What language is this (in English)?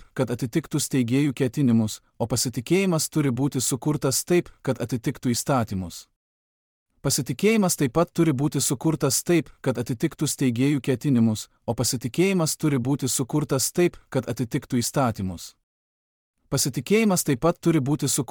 Lithuanian